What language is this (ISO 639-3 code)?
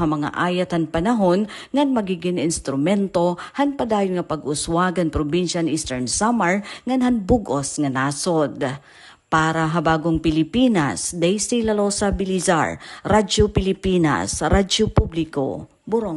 war